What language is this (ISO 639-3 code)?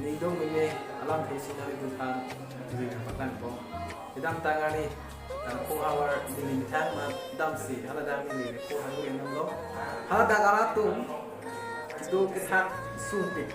mjw